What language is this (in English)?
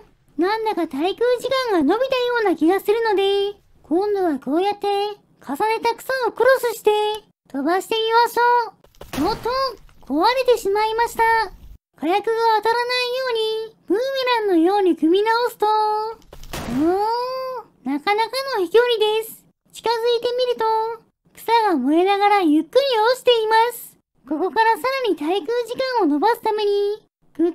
Japanese